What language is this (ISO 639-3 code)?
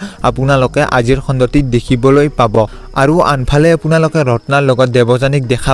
asm